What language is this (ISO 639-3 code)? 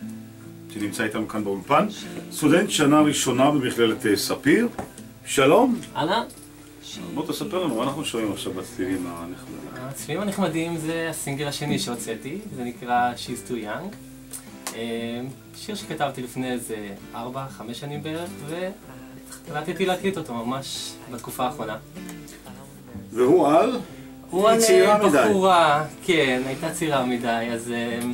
heb